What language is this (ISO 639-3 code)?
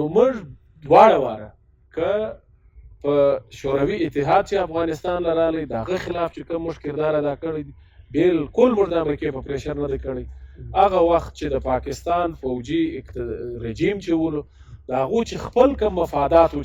pus